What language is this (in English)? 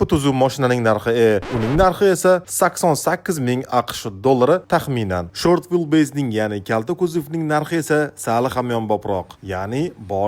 Uzbek